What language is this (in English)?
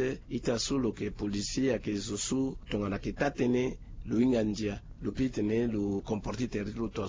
Sango